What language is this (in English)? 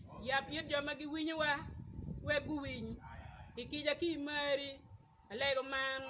Acoli